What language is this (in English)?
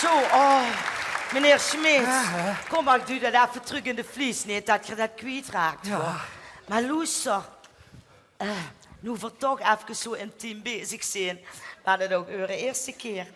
Limburgish